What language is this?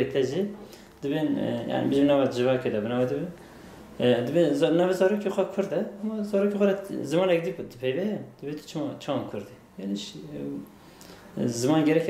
Kurdish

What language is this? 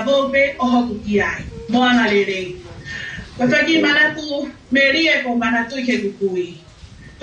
Tongan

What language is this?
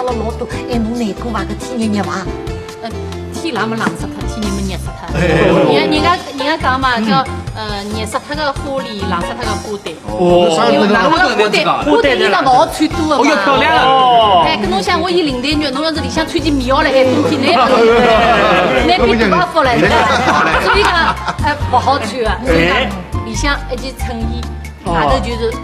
Wu Chinese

